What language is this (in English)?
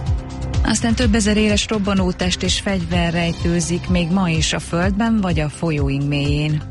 Hungarian